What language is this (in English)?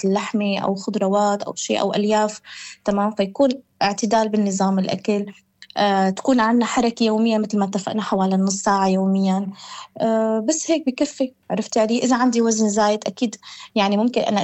North Levantine Arabic